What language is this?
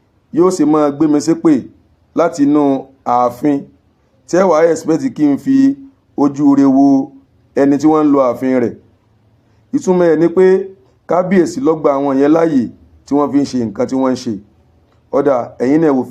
Yoruba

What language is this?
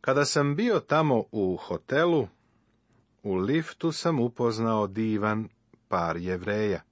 Serbian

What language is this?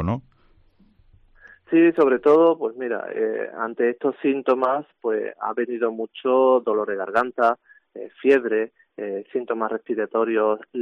Spanish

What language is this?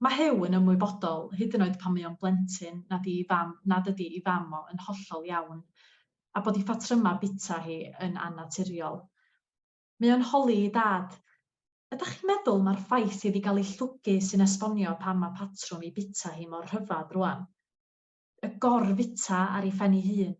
Welsh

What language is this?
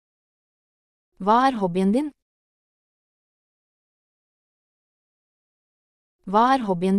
Norwegian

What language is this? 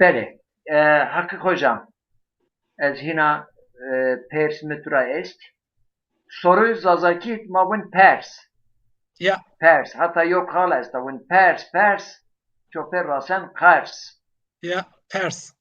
Zaza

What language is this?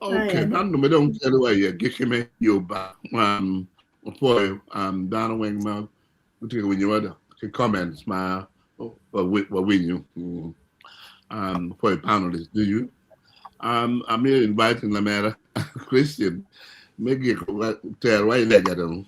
Acoli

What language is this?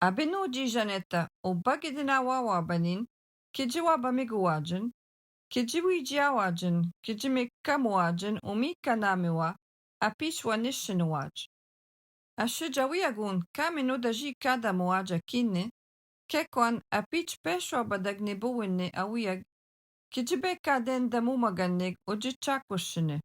Algonquin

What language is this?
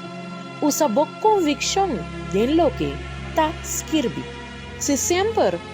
Papiamento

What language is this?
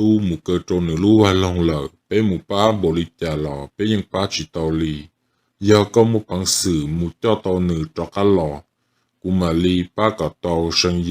Hmong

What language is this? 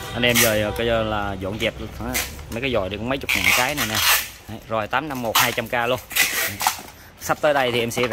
Vietnamese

